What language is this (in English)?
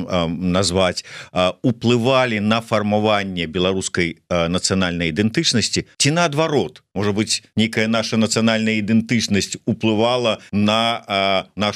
Belarusian